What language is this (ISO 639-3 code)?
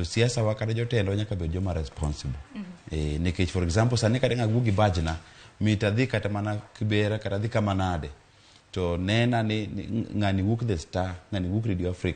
luo